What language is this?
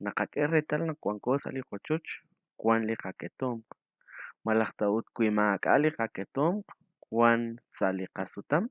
Kekchí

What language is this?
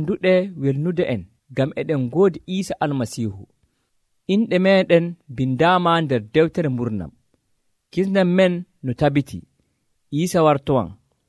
Nigerian Fulfulde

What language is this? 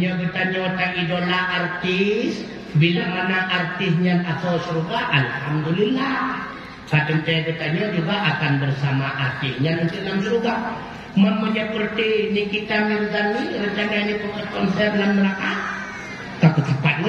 Achinese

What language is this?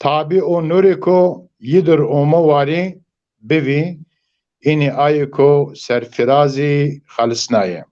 Zaza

